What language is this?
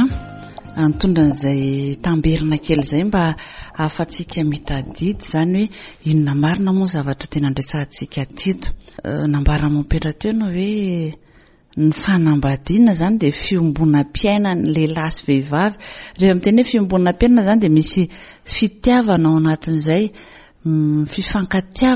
Malagasy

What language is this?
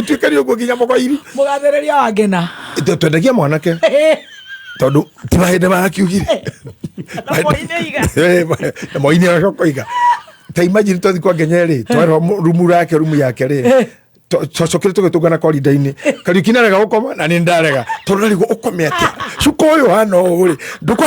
Kikuyu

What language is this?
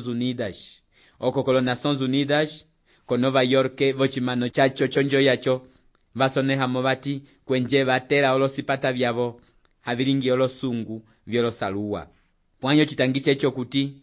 Umbundu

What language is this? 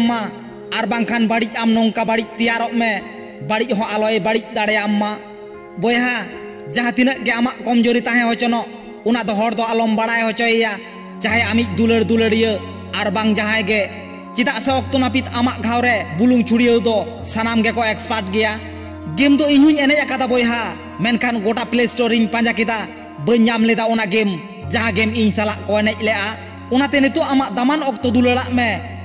Santali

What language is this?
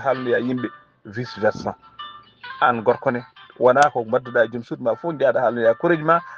Fula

